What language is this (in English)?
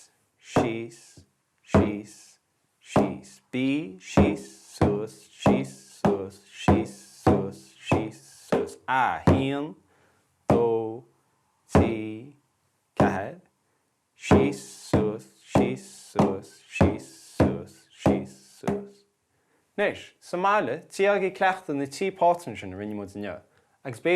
Irish